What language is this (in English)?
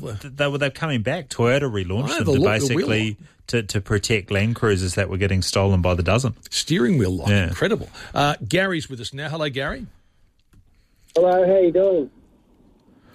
English